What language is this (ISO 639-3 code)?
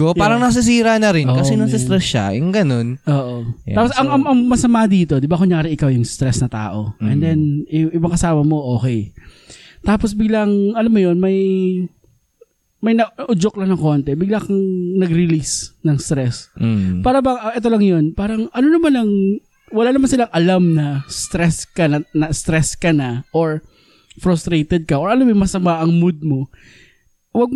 fil